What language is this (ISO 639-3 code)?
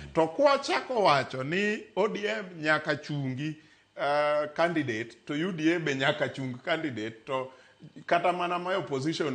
luo